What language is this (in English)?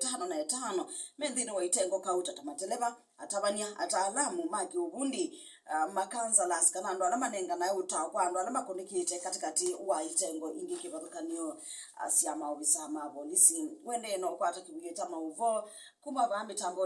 Kamba